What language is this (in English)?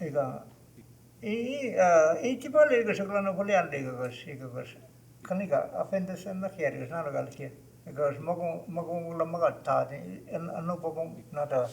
Choctaw